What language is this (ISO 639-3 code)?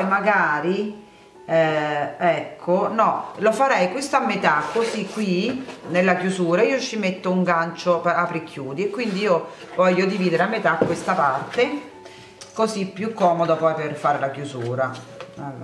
ita